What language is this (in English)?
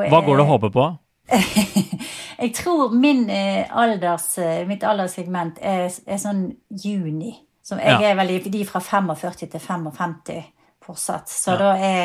Norwegian